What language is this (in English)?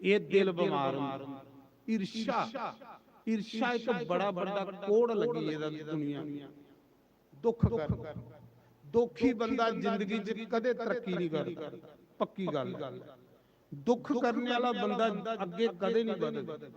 Dogri